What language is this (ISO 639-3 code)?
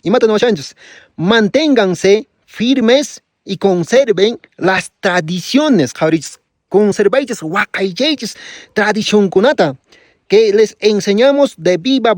que